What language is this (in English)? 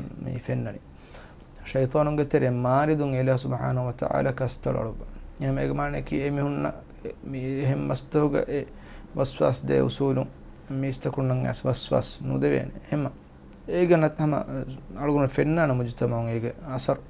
Divehi